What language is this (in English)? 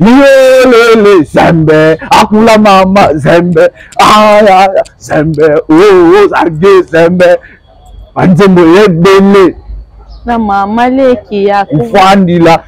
Lingala